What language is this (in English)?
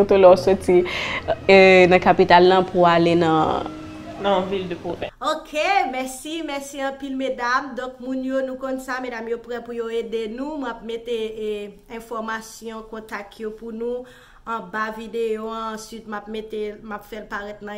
Haitian Creole